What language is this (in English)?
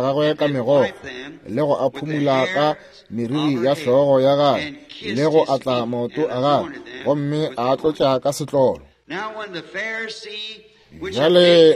Northern Sotho